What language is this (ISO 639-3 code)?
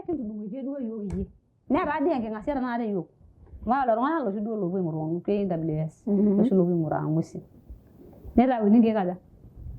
mas